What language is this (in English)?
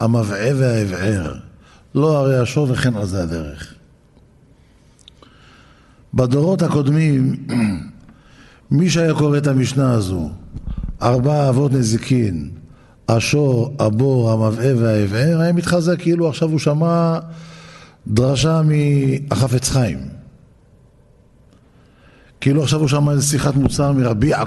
Hebrew